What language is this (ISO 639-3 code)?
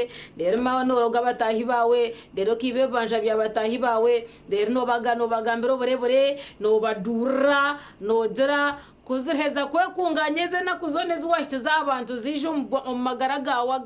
nyn